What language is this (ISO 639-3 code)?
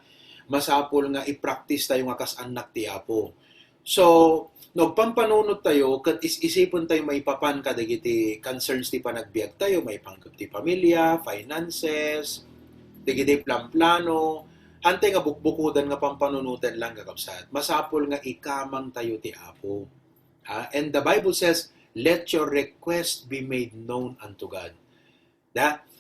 ilo